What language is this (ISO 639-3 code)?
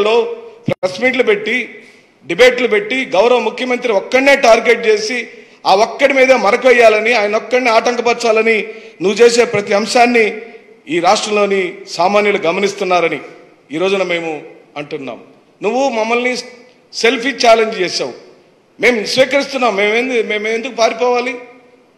tel